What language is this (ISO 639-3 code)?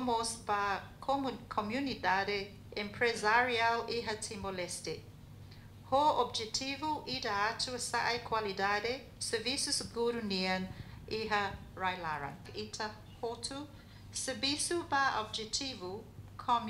tet